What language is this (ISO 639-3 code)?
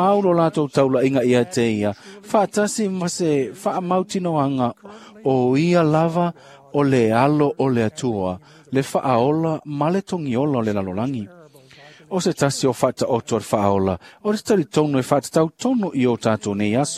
smo